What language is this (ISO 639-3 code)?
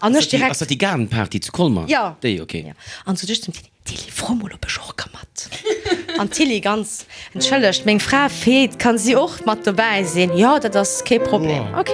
ltz